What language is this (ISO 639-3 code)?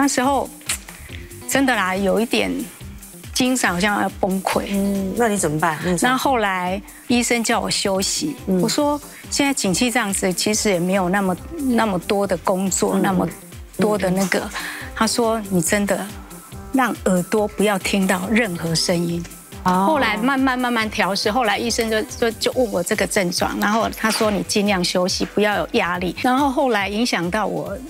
zho